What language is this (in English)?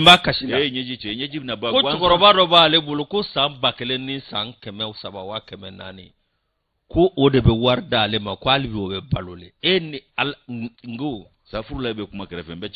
Bambara